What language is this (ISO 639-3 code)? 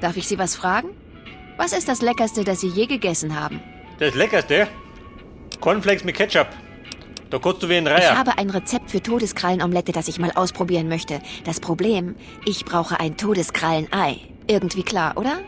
bar